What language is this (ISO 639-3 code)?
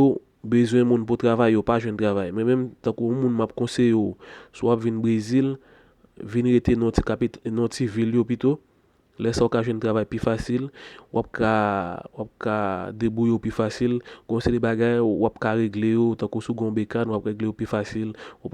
hat